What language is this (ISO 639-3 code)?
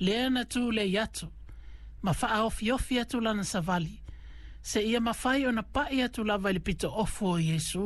smo